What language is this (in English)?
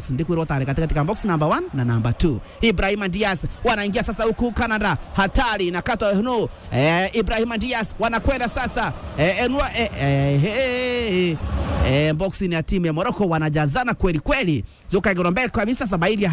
Swahili